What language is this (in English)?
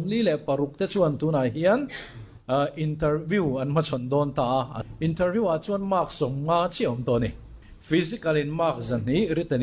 Mizo